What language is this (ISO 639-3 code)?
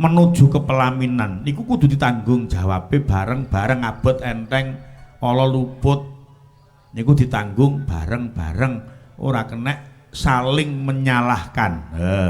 jav